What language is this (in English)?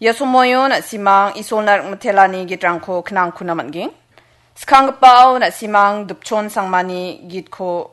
Garo